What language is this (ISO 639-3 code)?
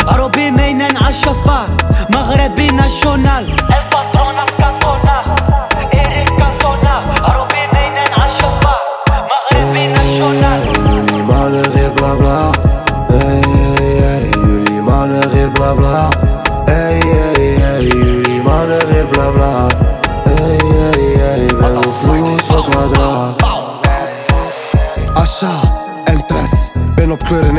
nld